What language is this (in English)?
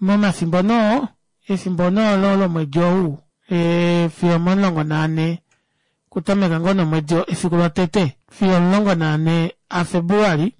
Kuanyama